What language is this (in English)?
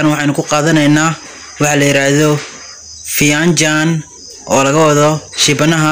Somali